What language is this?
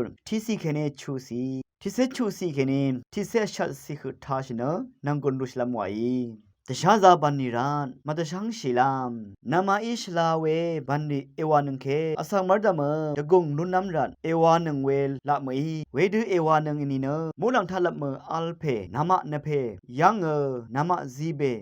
Rawang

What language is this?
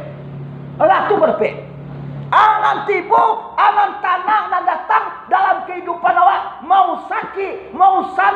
Minangkabau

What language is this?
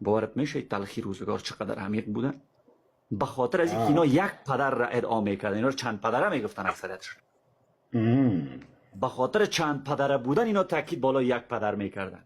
Persian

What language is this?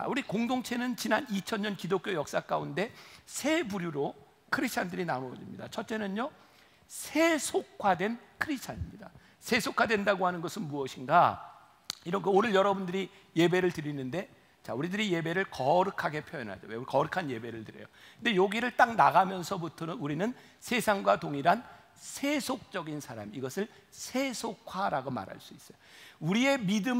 Korean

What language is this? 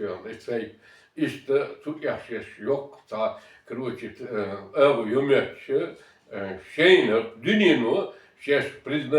Chechen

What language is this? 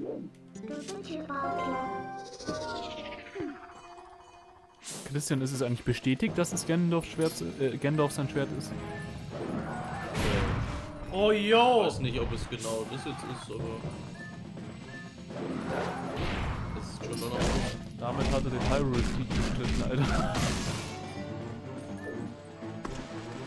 German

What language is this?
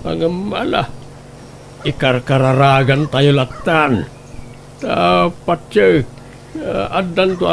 Iloko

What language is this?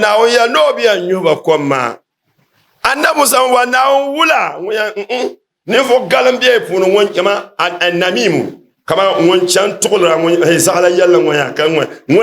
Dagbani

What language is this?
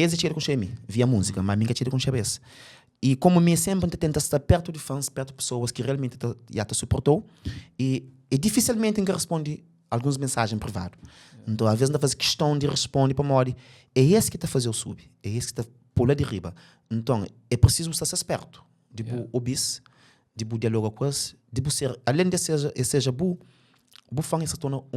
Kabuverdianu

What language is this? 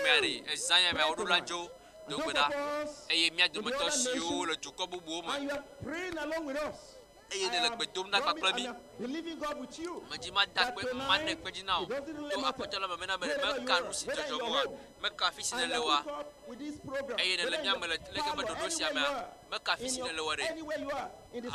Ewe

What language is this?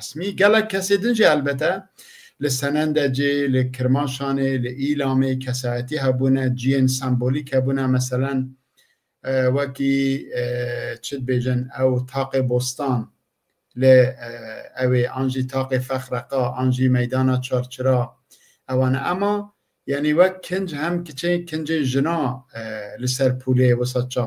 Kurdish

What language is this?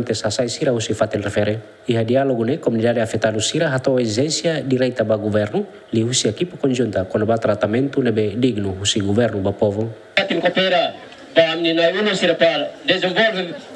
Tetum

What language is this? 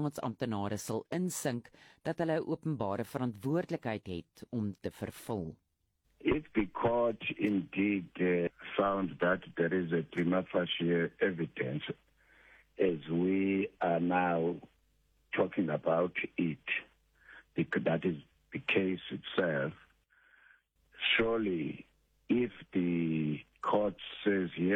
Afrikaans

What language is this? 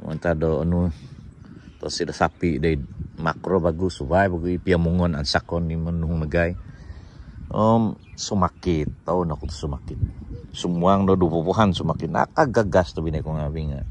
Central Dusun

